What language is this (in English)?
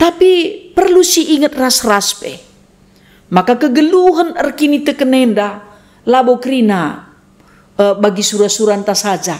Batak Karo